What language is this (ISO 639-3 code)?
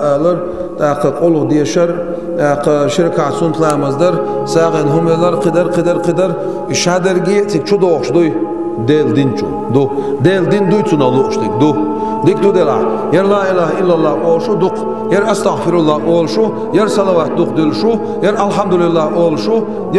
che